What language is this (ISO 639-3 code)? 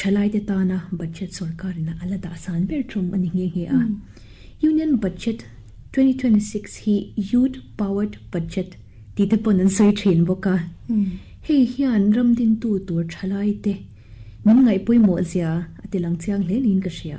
lus